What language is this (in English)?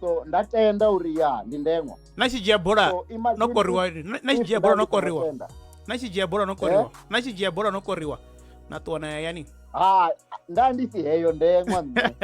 Venda